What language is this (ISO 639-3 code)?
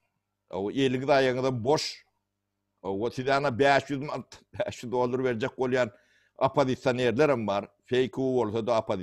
tuk